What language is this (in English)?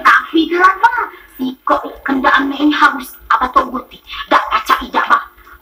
Musi